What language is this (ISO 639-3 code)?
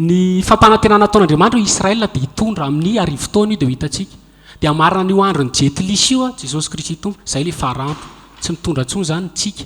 mlg